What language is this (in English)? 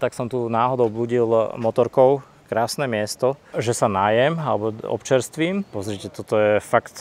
Slovak